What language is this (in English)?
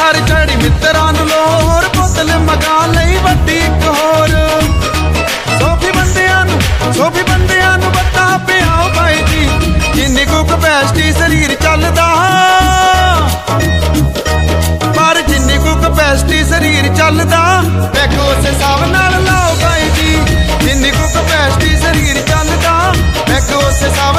Punjabi